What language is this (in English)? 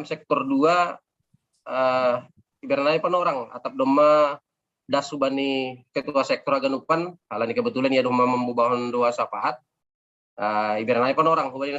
Batak Simalungun